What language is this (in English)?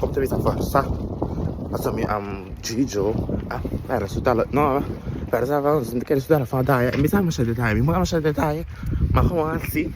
Papiamento